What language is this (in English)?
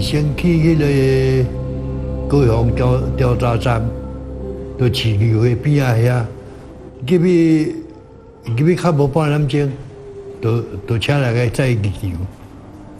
Min Nan Chinese